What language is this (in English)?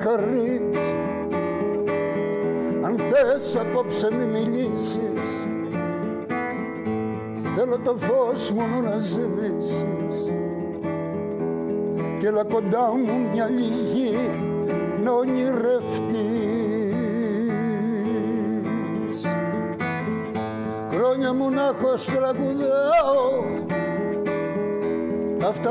Greek